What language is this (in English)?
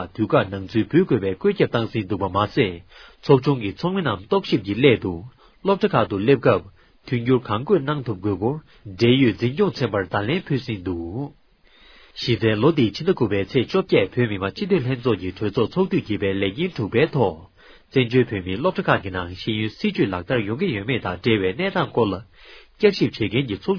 Tibetan